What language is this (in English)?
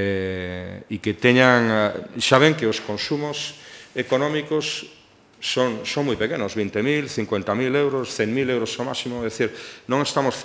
Galician